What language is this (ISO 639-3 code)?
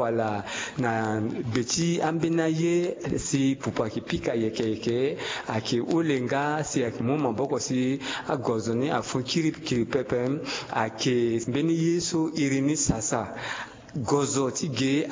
sag